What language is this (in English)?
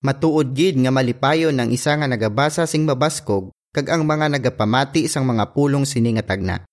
Hiligaynon